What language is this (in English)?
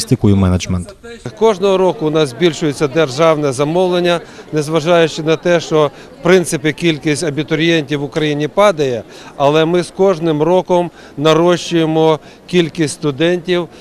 Ukrainian